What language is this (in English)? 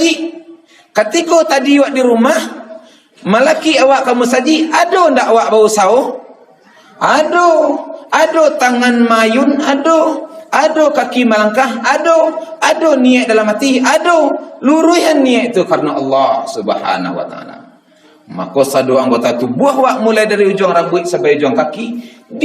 Minangkabau